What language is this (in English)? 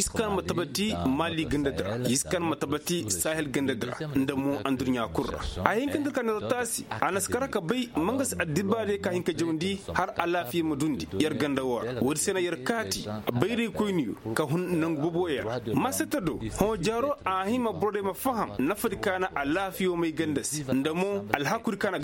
Koyraboro Senni